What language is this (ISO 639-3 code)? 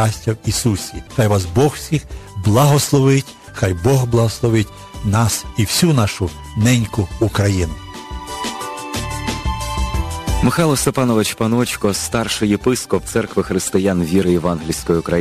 ukr